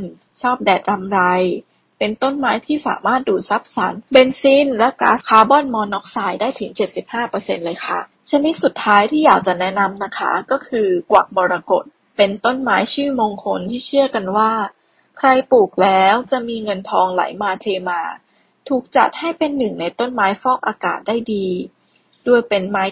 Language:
Thai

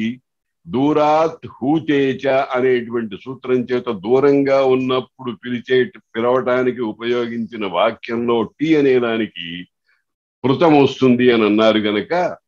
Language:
Telugu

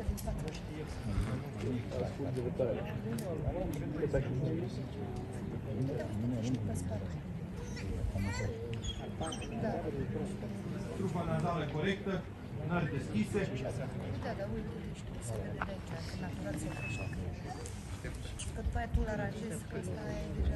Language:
Romanian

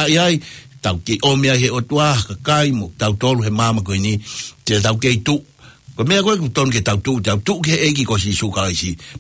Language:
Tongan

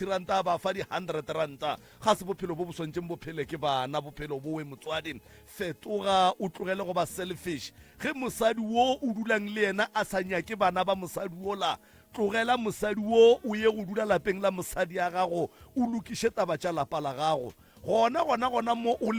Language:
Northern Sotho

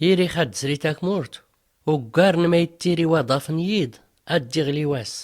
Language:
Tachelhit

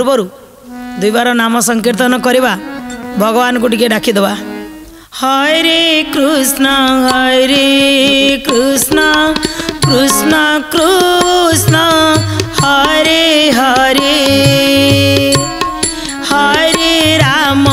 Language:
Odia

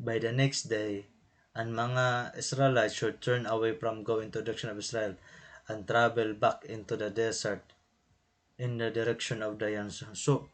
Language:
Waray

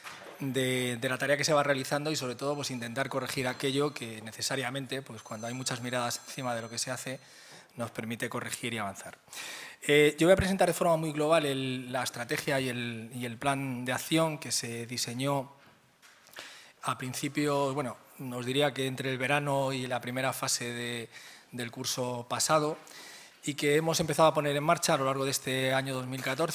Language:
Spanish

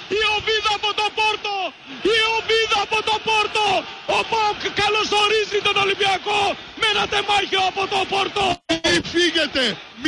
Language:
Greek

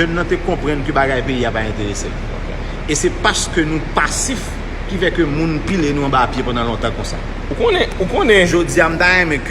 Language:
Haitian Creole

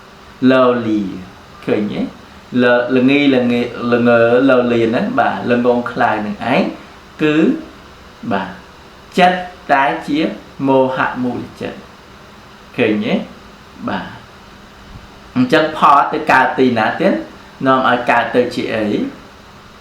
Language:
Khmer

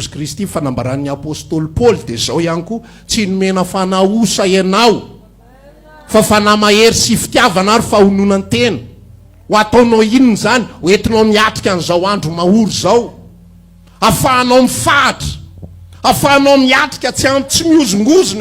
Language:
Malagasy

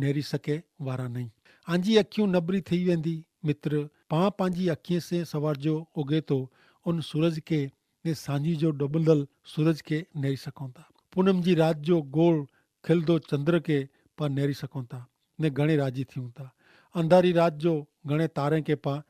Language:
Kachhi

